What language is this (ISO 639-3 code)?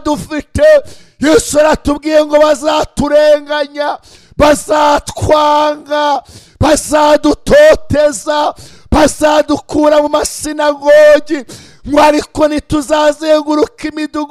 kin